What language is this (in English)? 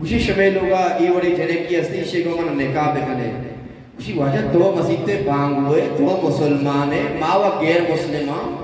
Eastern Balochi